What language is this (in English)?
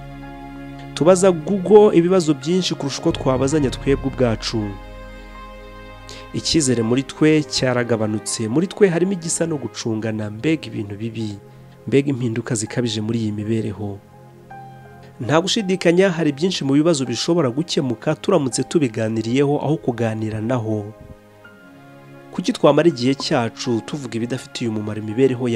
Kinyarwanda